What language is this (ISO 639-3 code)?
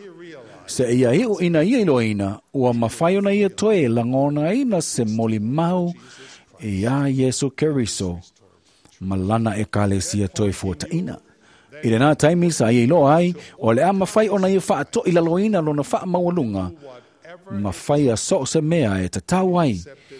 smo